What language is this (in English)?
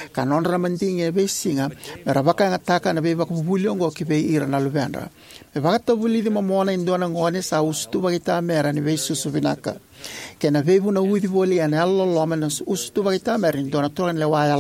Fijian